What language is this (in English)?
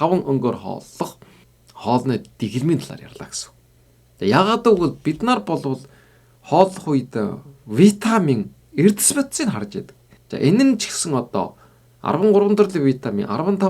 Mongolian